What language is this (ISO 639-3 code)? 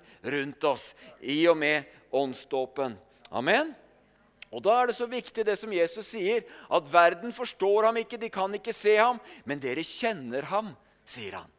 nor